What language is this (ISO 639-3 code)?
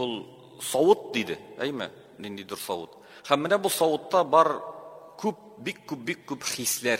tat